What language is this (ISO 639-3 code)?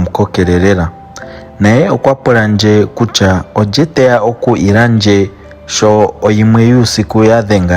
ndo